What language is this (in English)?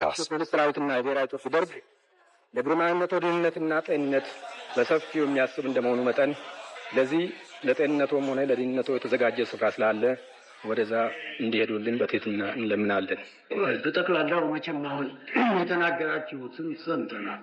Amharic